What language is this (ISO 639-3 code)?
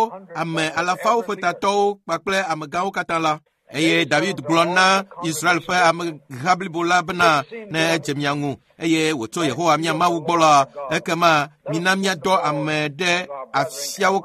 ewe